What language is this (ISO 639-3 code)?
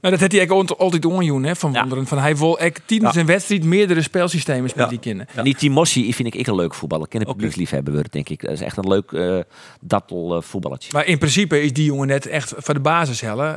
fry